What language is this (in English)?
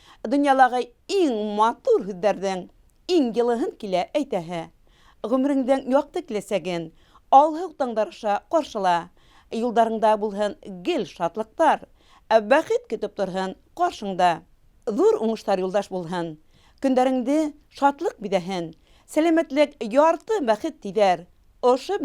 Bashkir